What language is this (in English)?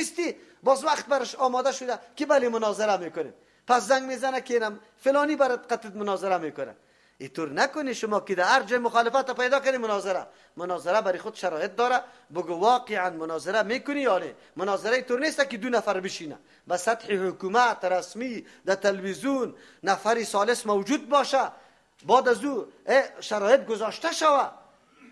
Persian